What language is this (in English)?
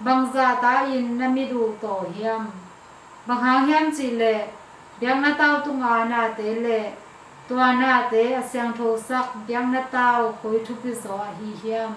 Tedim Chin